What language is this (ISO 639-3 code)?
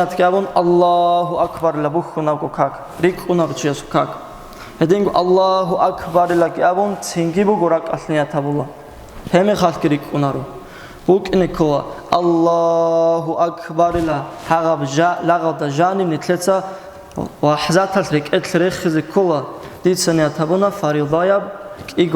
ava